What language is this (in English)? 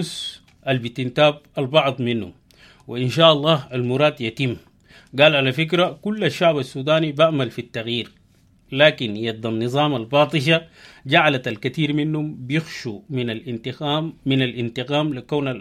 Sudanese Arabic